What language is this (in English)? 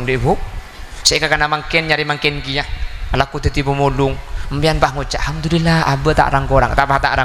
Madurese